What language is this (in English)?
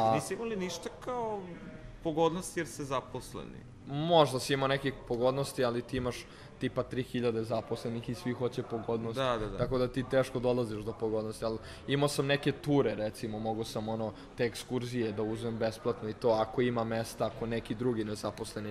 Serbian